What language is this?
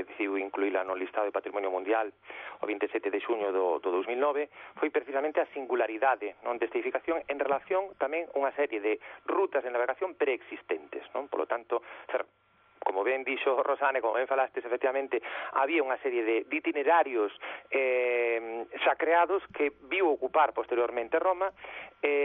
Galician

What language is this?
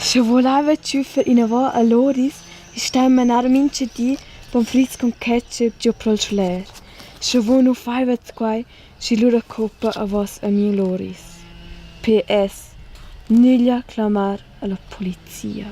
Romansh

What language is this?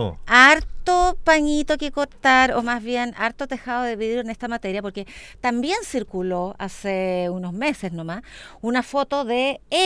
Spanish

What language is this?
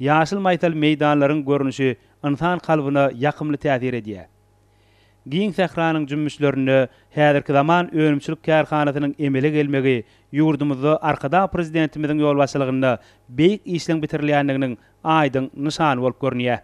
Turkmen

